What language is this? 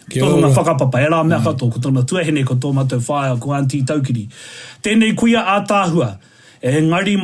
Māori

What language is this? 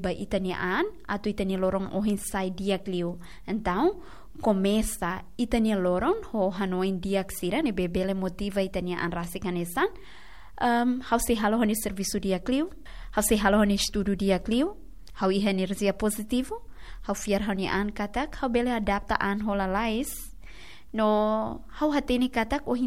Tetum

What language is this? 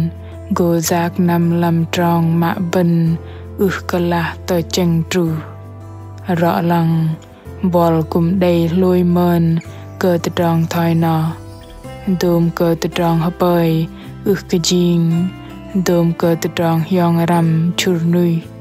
Bahnar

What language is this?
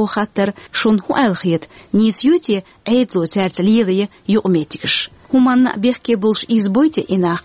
Chechen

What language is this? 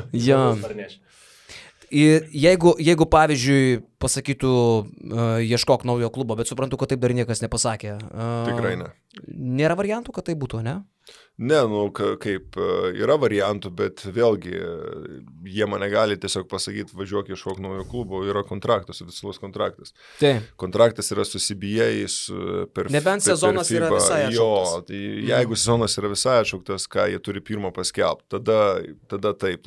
Lithuanian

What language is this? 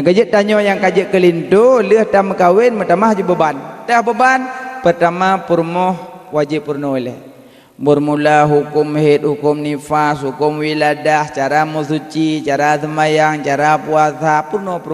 Achinese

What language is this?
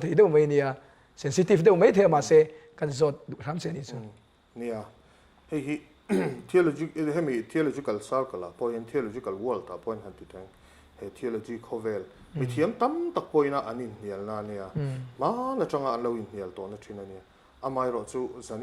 Mizo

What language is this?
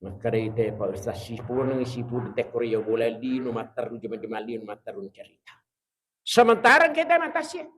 Buginese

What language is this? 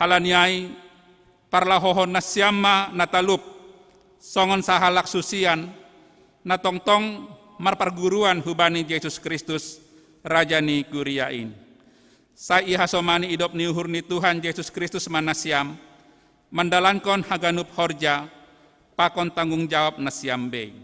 Batak Simalungun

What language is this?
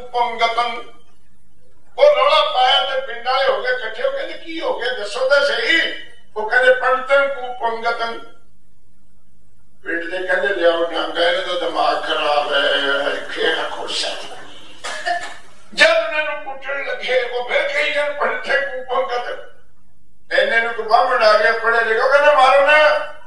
Punjabi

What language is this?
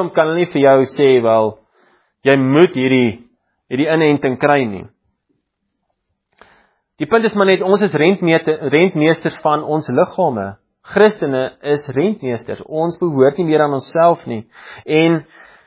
Afrikaans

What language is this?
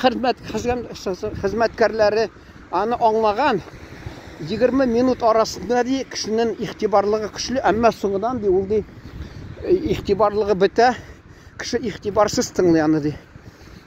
Tatar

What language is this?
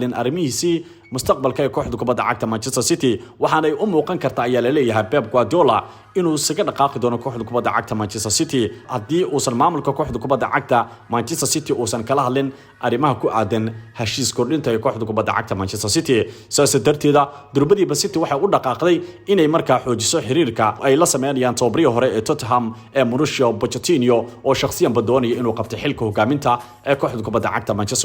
Somali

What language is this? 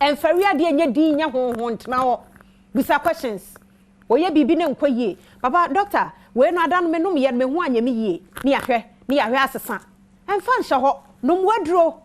Akan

